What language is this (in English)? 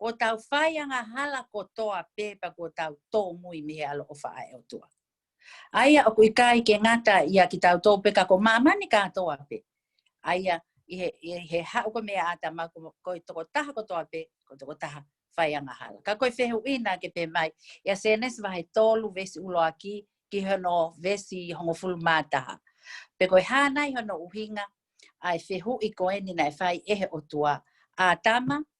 Tongan